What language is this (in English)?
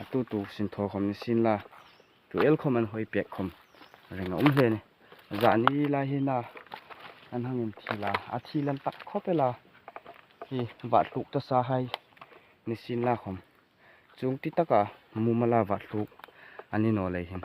Hmar